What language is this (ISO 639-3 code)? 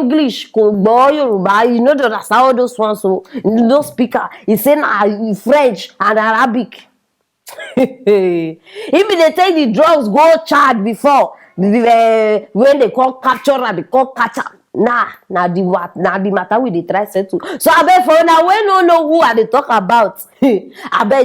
pcm